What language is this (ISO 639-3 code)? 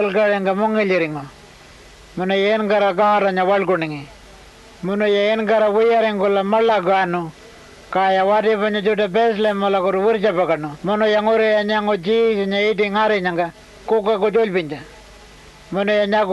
pjt